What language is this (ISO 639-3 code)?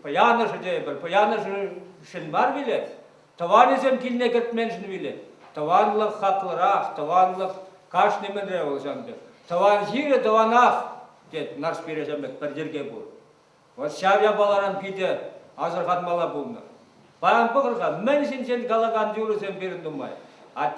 chv